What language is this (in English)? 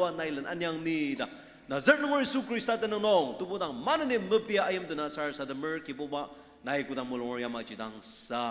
Ao Naga